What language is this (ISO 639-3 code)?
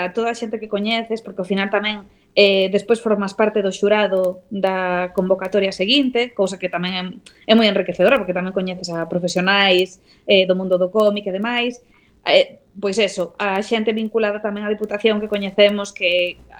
glg